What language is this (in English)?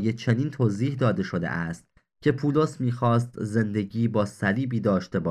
Persian